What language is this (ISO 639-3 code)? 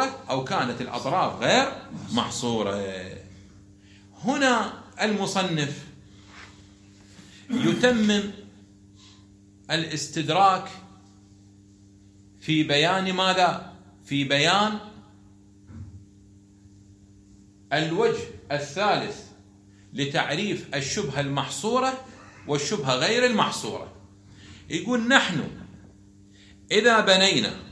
ara